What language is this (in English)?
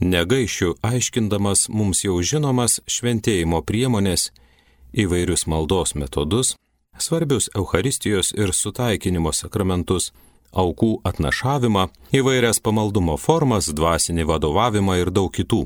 Lithuanian